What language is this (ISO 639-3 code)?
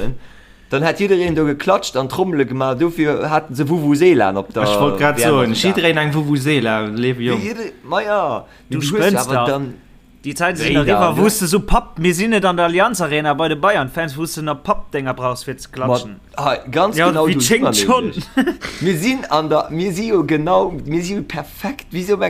ltz